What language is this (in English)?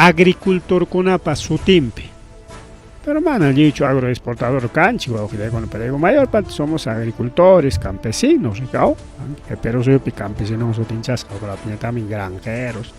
Ayacucho Quechua